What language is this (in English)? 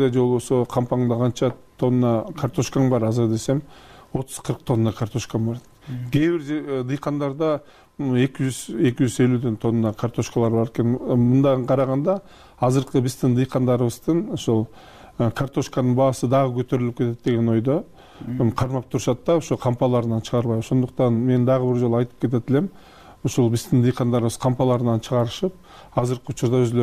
Kyrgyz